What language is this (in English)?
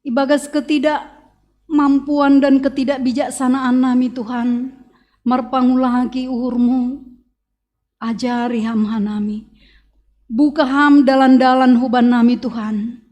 Batak Simalungun